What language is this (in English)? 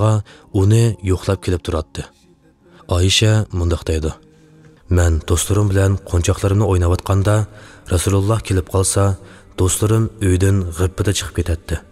Uyghur